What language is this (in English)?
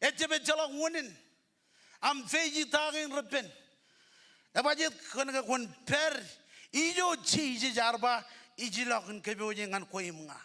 Marshallese